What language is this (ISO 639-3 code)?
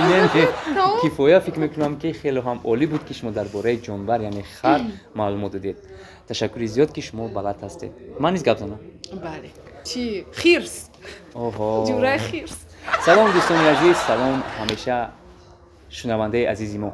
tgk